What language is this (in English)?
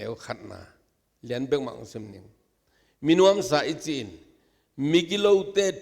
Tedim Chin